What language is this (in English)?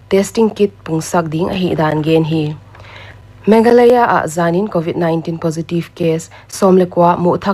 Paite Chin